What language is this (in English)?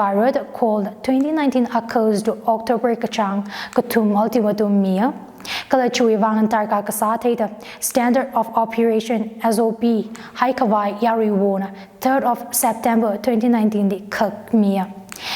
Tangkhul Naga (India)